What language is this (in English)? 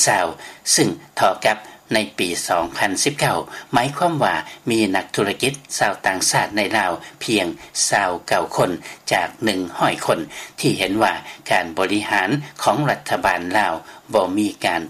Lao